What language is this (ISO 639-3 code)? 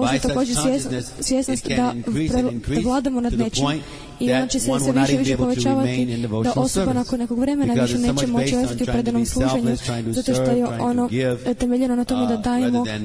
hrv